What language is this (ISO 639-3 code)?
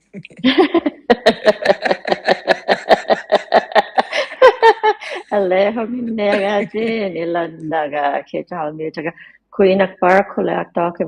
iku